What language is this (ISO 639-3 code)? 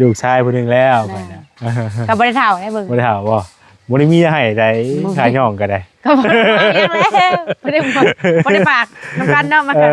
lao